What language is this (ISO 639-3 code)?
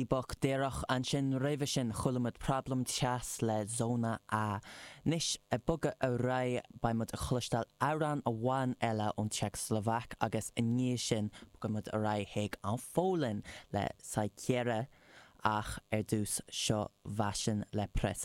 gle